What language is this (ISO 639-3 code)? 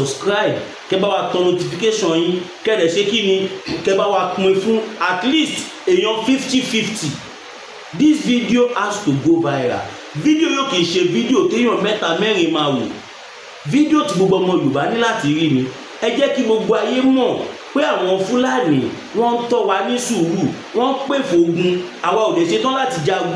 yor